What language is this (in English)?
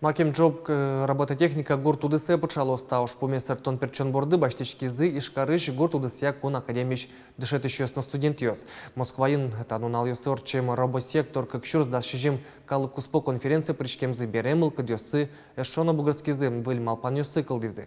Udmurt